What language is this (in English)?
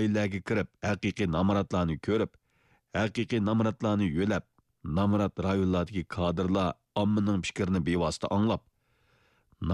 Uyghur